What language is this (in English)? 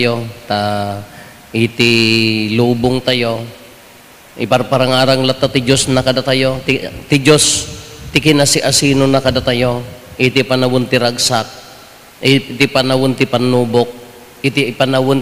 Iloko